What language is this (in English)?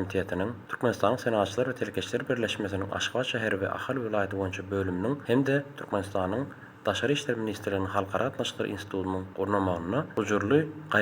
Turkmen